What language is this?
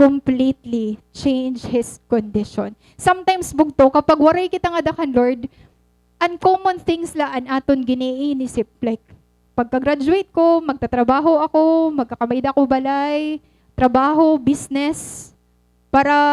Waray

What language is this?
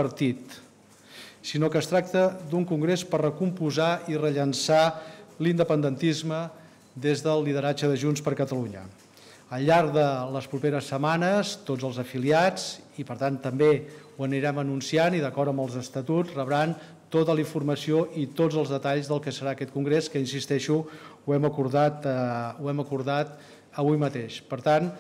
Catalan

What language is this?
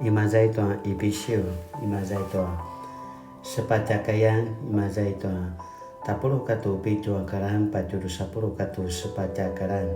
Paiwan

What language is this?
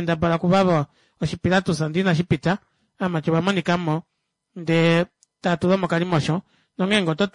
Kuanyama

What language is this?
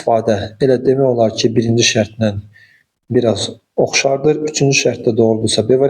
Azerbaijani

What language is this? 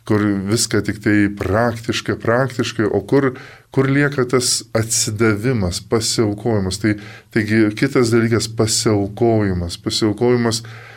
Lithuanian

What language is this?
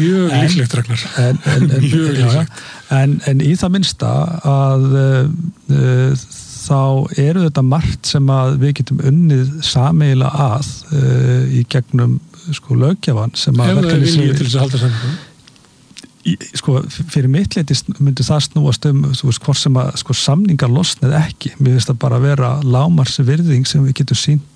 Icelandic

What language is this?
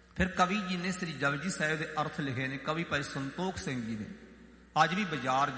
Punjabi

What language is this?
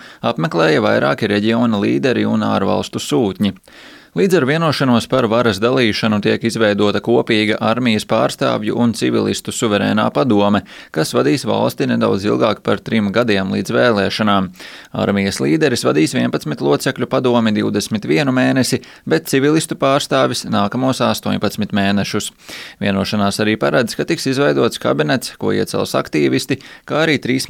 Latvian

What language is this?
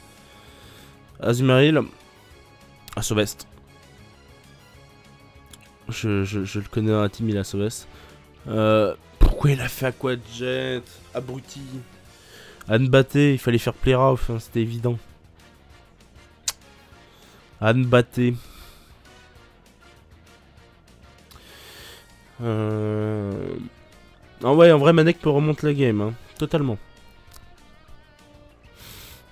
French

